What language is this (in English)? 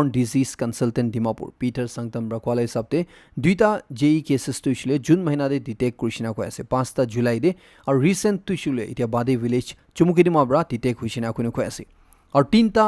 Naga Pidgin